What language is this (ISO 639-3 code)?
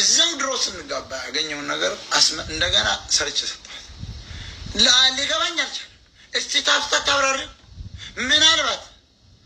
amh